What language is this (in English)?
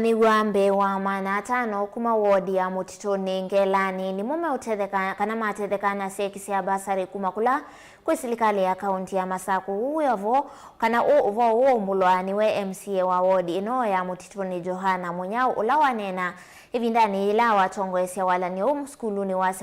Kamba